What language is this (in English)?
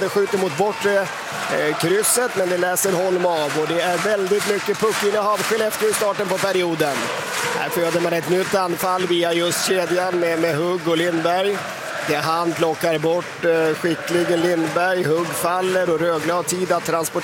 Swedish